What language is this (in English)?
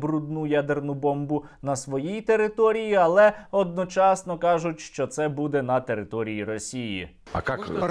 Ukrainian